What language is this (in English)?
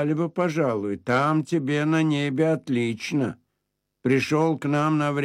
Russian